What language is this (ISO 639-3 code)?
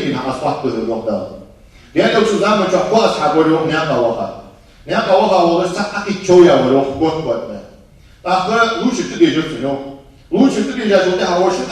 inh